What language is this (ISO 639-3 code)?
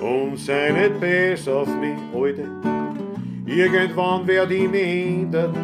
bar